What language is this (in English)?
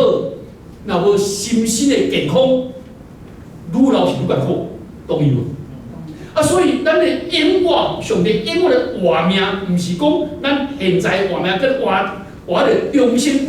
Min Nan Chinese